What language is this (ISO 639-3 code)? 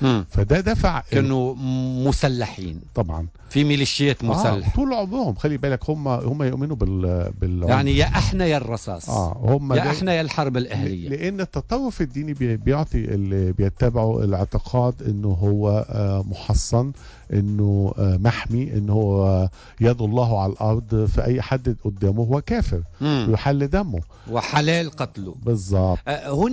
aeb